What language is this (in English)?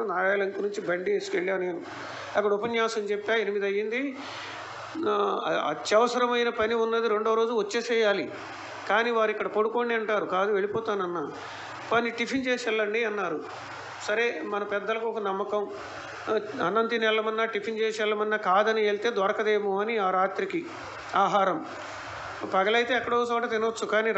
Telugu